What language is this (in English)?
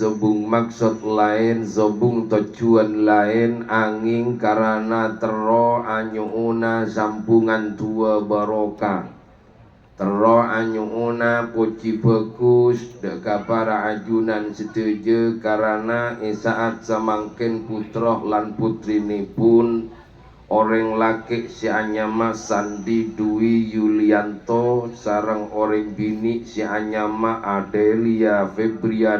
Madurese